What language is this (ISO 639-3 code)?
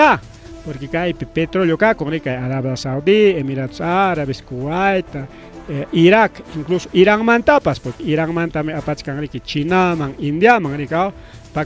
quy